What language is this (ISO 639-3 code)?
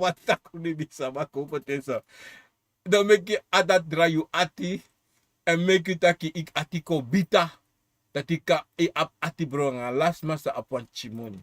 srn